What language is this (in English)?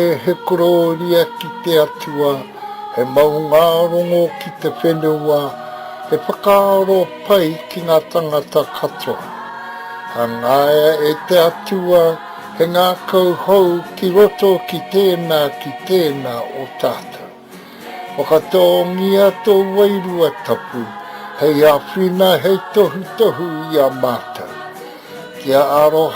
Māori